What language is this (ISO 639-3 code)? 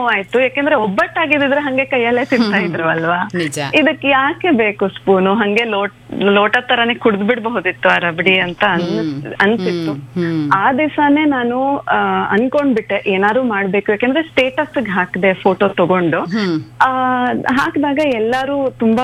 kan